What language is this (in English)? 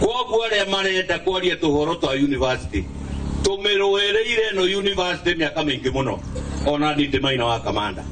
Kikuyu